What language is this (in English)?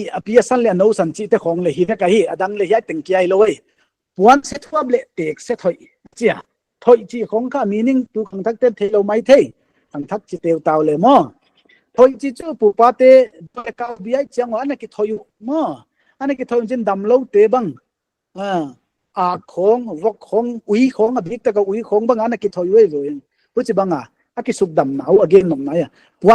Paite Chin